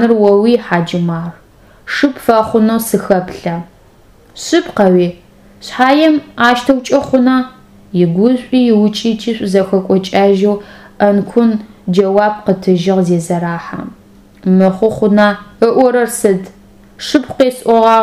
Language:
Adyghe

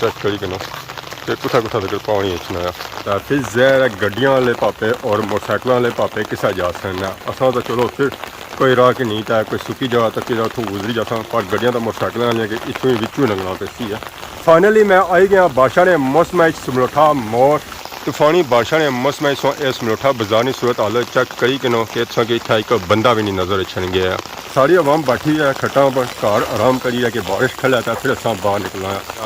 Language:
Pahari-Potwari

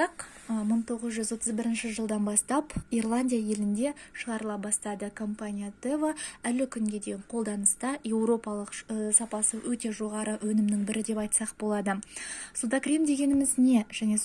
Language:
Kazakh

